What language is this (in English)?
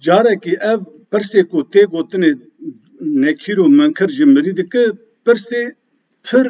Kurdish